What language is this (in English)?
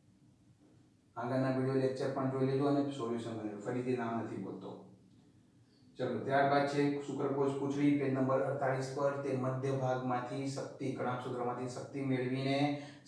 Gujarati